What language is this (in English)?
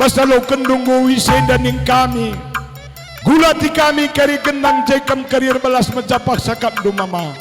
Batak Karo